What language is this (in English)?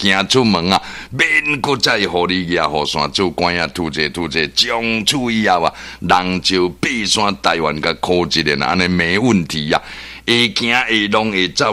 Min Nan Chinese